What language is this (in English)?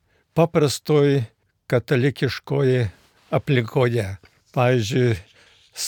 Lithuanian